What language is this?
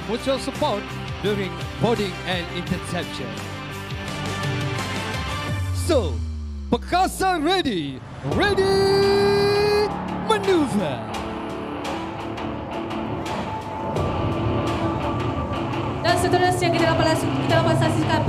Malay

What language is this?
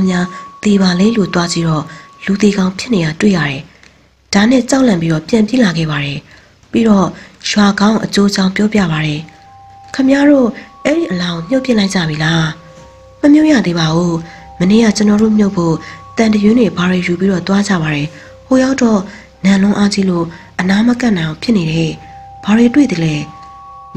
Burmese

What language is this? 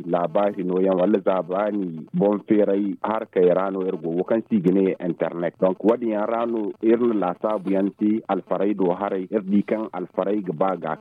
Zarma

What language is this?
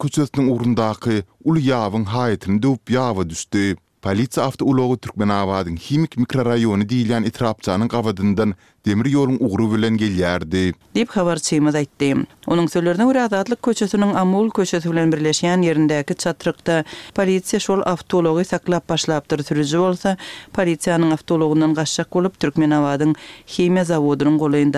Turkmen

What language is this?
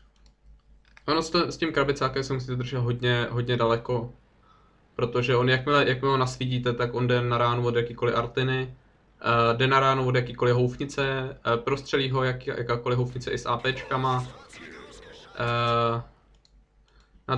Czech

